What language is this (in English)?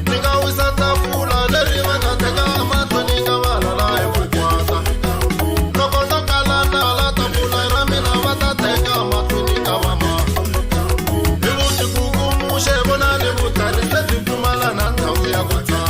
Tsonga